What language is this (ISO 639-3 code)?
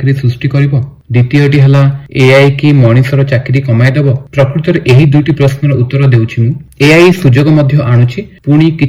ori